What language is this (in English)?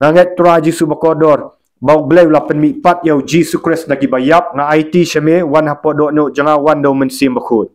Khasi